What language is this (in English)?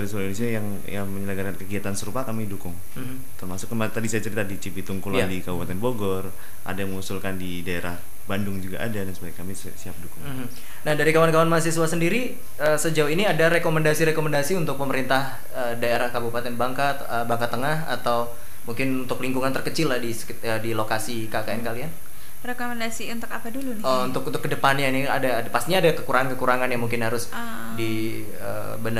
Indonesian